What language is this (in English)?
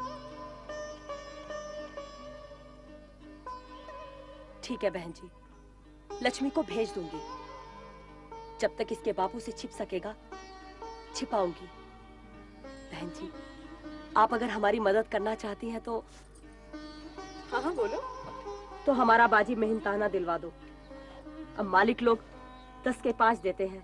Hindi